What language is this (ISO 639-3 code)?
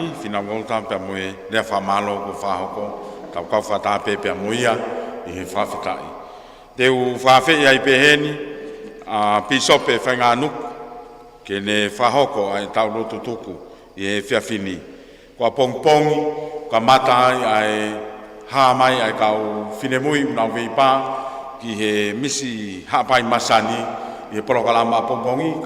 ton